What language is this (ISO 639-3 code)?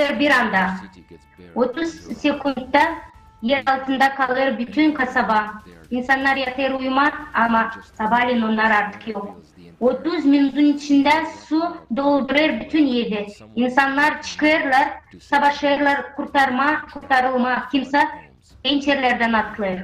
gag